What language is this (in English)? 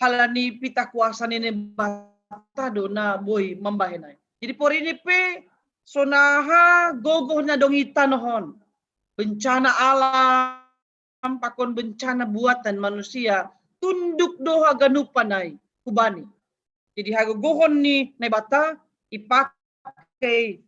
Batak Simalungun